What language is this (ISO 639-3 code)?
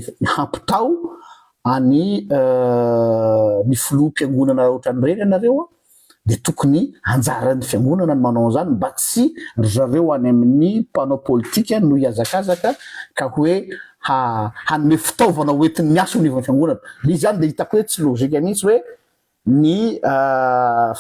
mlg